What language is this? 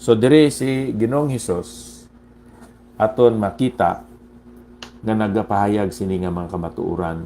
Hiligaynon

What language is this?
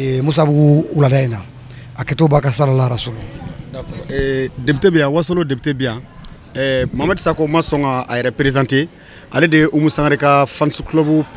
Bambara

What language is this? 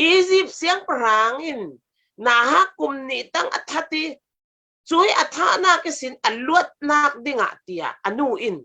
Falam Chin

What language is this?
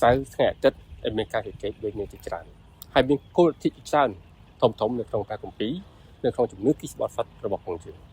Khmer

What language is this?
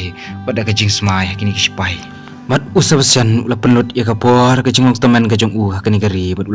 Khasi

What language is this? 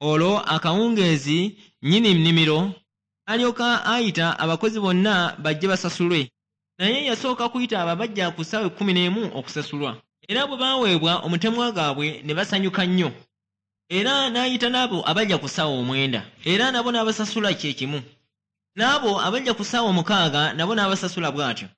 Ganda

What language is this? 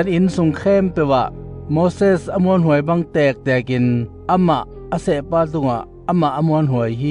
Tedim Chin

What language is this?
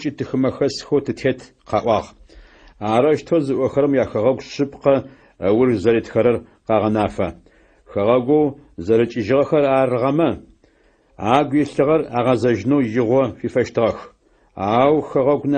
Adyghe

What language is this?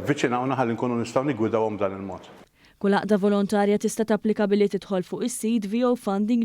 Maltese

